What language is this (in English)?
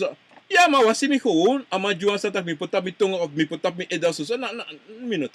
Sranan Tongo